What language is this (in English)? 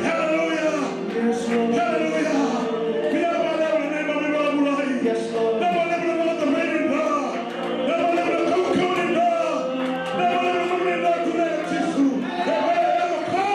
Fijian